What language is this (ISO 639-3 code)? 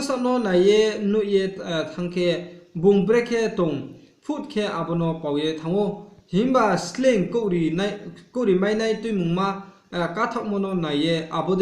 ria